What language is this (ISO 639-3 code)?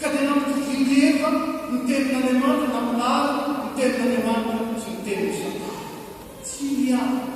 mlg